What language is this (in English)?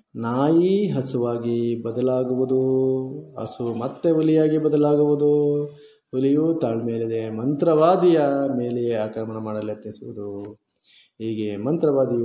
Kannada